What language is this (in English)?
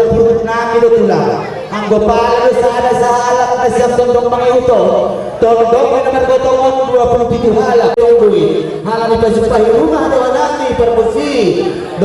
Batak Simalungun